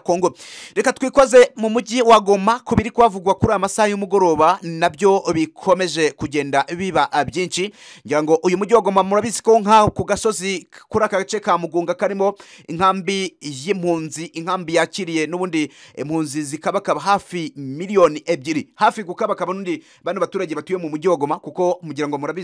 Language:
Kinyarwanda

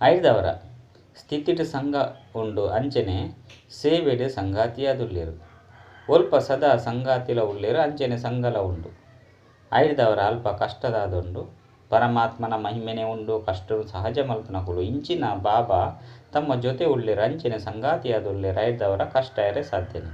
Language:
Tulu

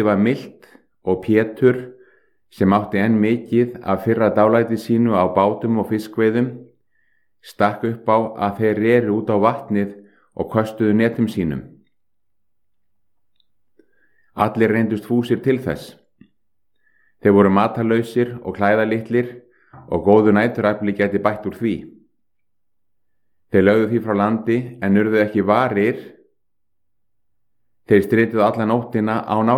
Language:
Icelandic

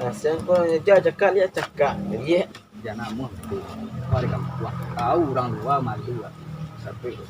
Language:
Minangkabau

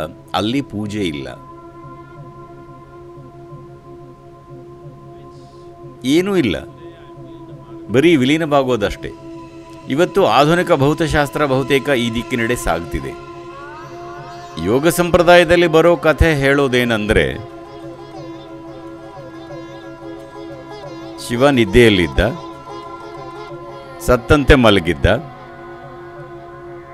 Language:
Kannada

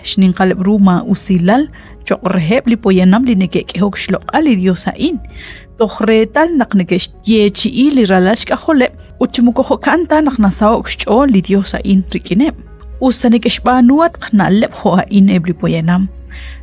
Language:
Kekchí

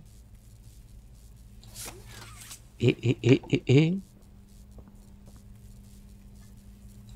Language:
French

